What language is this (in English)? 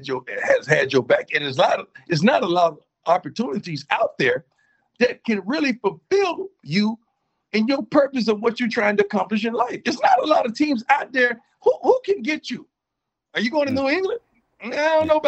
English